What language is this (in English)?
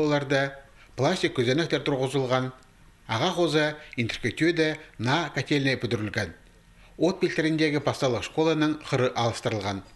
Khakas